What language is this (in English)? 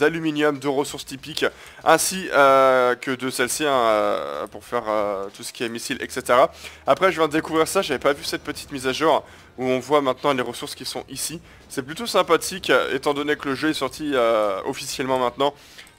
French